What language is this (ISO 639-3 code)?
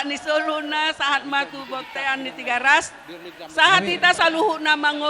bbc